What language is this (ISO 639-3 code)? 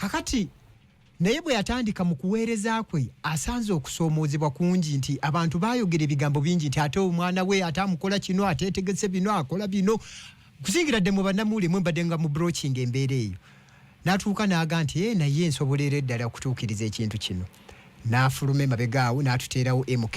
lug